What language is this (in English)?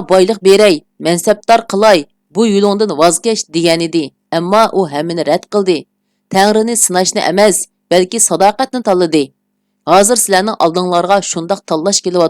Uyghur